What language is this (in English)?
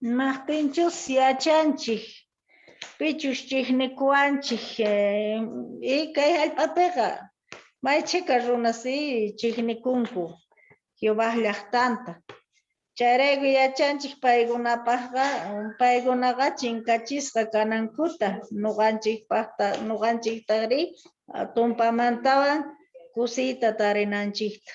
South Bolivian Quechua